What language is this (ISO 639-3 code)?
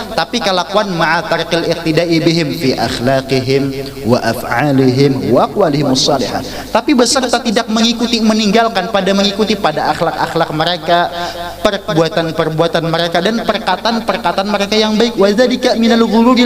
bjn